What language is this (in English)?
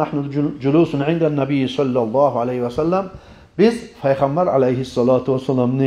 Kumyk